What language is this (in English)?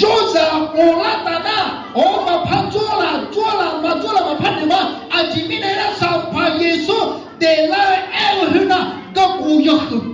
Akha